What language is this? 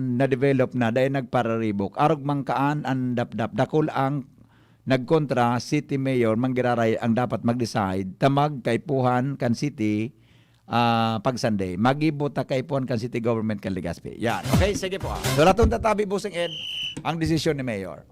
Bikol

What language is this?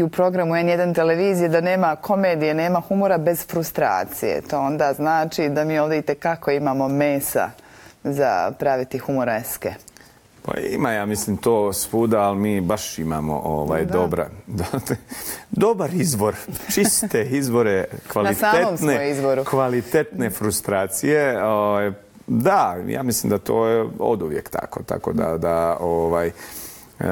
Bosnian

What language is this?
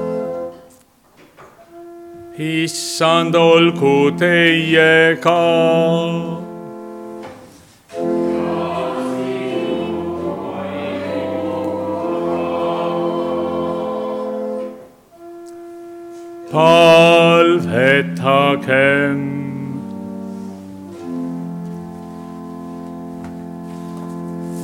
Estonian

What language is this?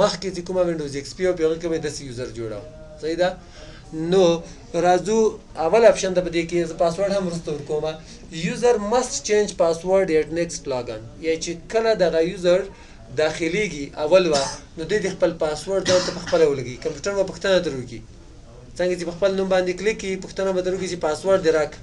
Pashto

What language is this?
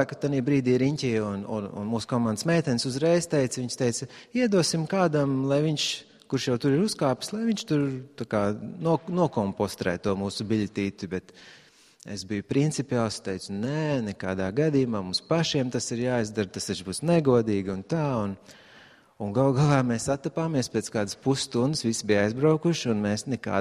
Latvian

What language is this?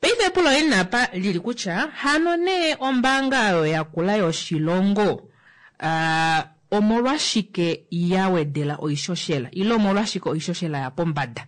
Kuanyama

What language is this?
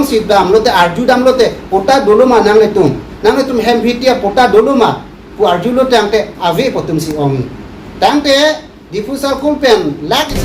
Karbi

